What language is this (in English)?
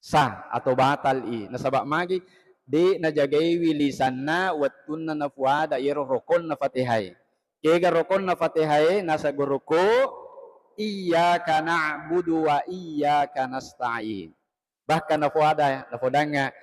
Buginese